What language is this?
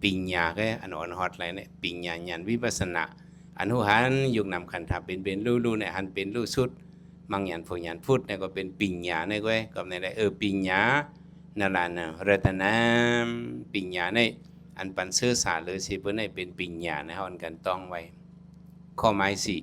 Shan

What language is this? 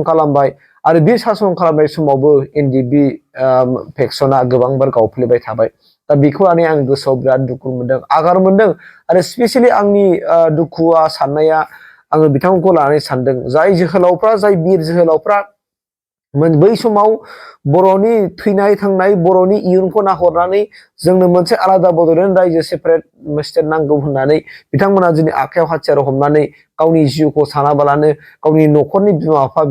Bodo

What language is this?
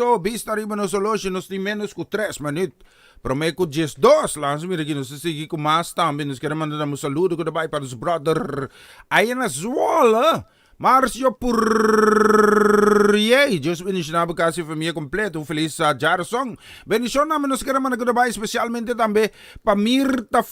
Papiamento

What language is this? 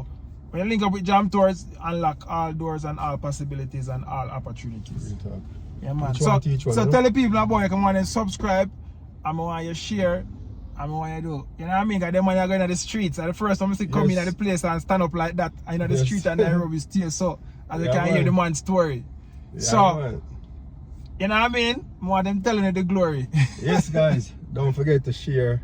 Jamaican Creole English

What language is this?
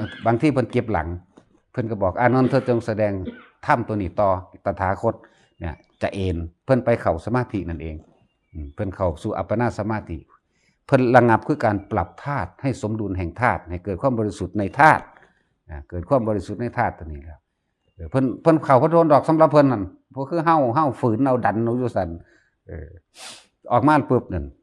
Northeastern Thai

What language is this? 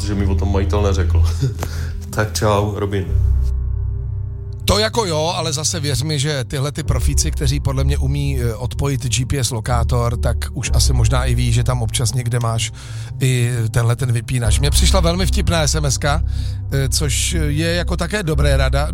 Czech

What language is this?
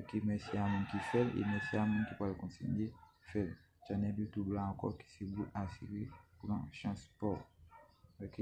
Haitian Creole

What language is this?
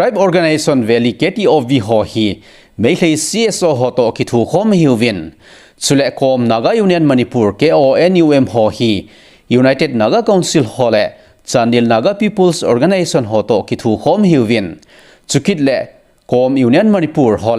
Thado Chin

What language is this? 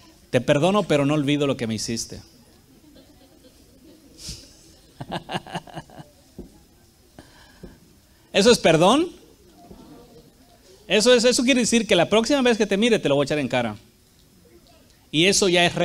Spanish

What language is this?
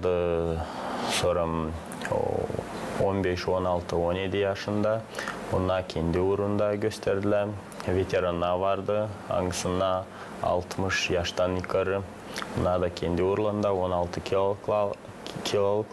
Gagauz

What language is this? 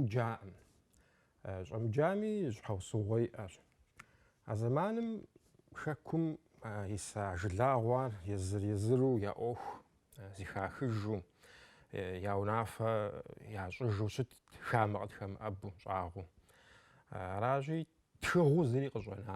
Kabardian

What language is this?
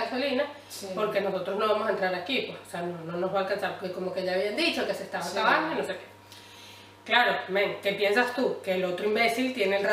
Spanish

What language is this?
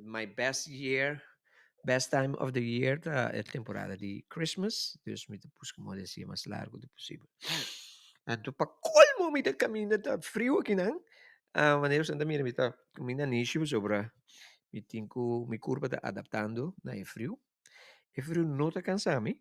Papiamento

